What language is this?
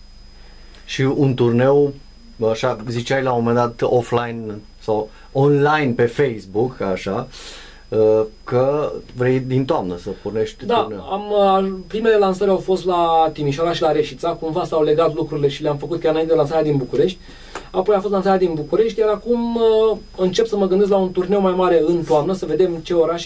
Romanian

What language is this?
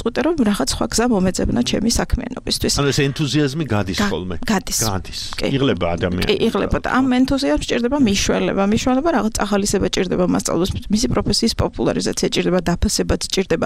Georgian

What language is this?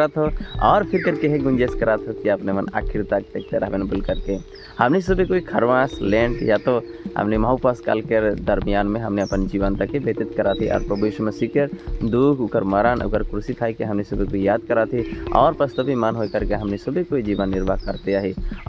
Sadri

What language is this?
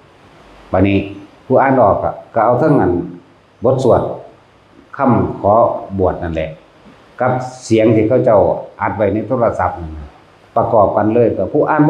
Northeastern Thai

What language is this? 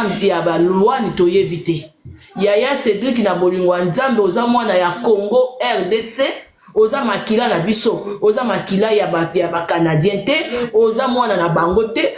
Lingala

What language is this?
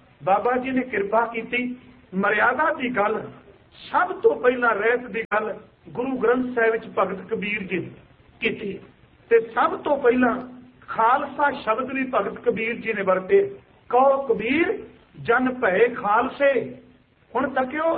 Punjabi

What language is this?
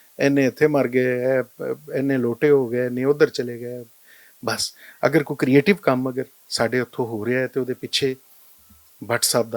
Western Panjabi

